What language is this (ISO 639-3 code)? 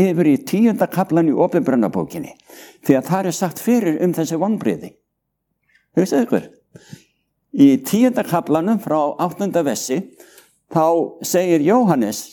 isl